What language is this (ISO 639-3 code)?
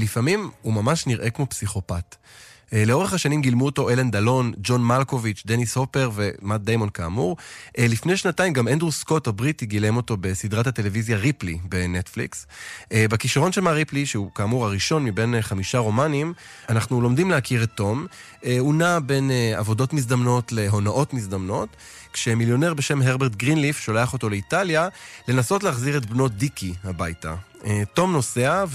heb